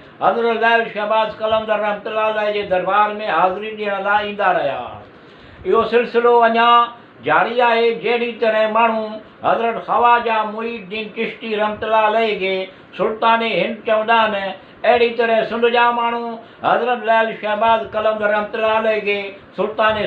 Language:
Sindhi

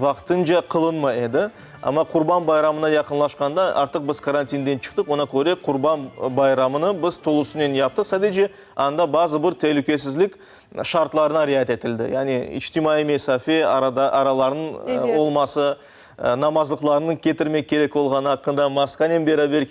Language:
Crimean Tatar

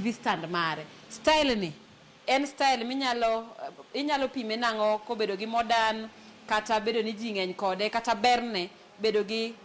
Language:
Luo (Kenya and Tanzania)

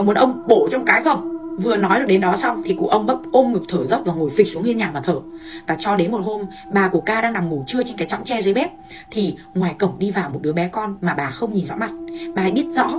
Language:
Vietnamese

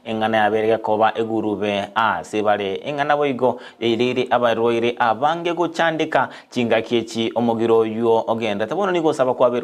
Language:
Gusii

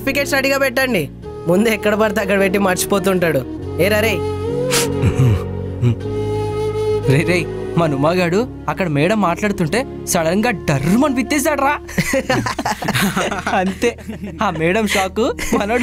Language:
Telugu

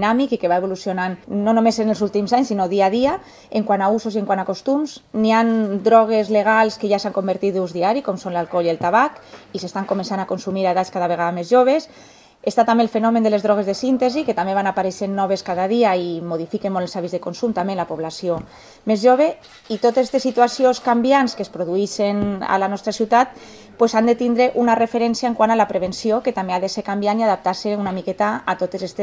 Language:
Catalan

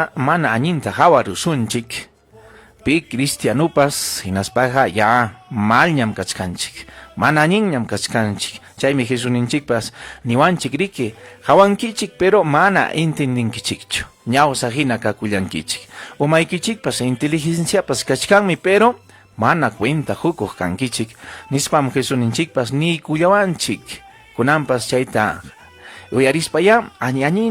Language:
Ayacucho Quechua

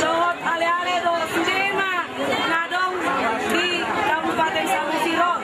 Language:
Batak Toba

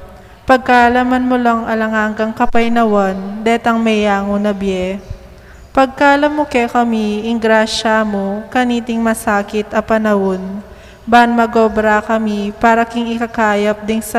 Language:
Pampanga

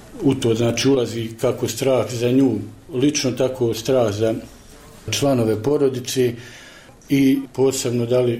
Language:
Bosnian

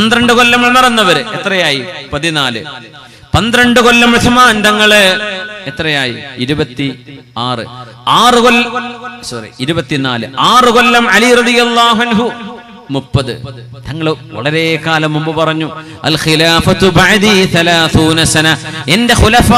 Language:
Malayalam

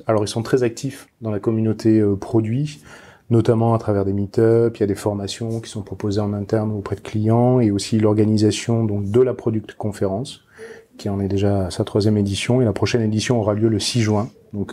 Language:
French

